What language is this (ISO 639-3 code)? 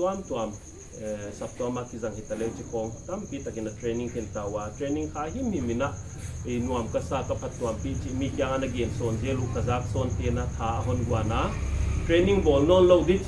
pck